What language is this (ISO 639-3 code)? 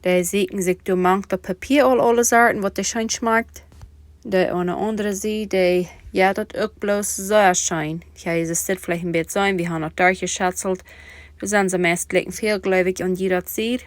pdt